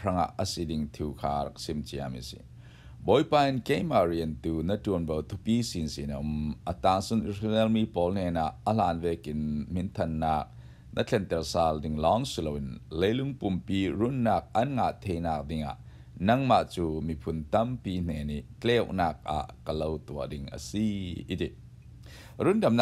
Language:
Falam Chin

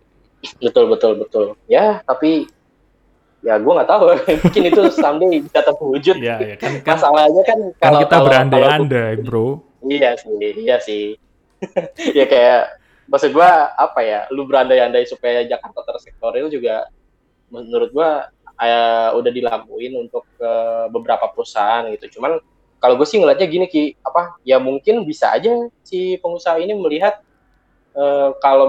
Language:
Indonesian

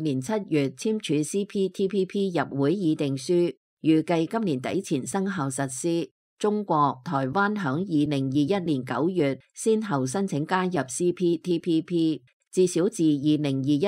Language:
Cantonese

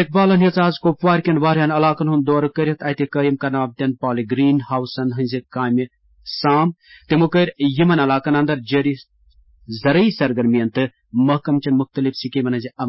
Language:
Kashmiri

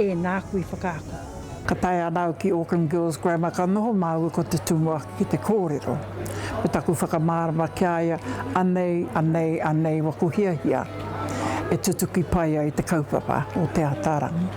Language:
Māori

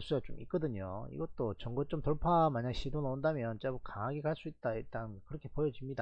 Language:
Korean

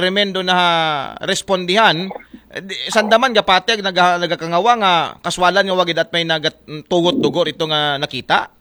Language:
Aklanon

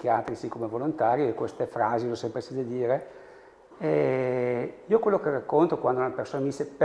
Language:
Italian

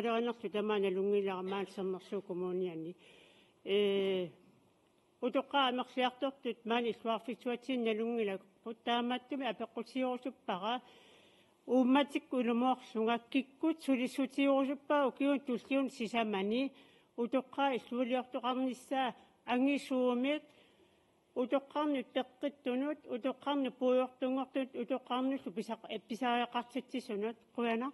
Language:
Kalaallisut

